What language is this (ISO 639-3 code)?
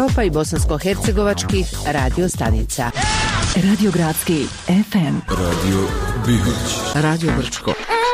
bos